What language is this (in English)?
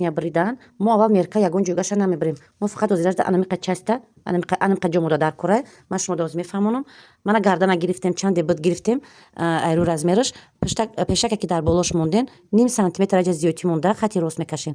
Tajik